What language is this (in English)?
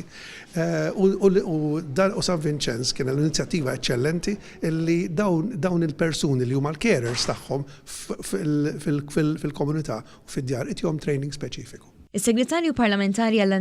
Maltese